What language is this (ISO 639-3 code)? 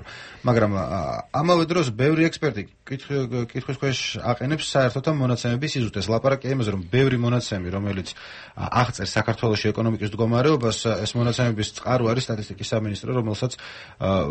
kat